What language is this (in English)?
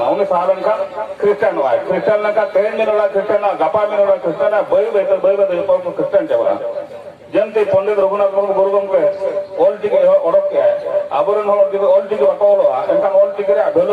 Santali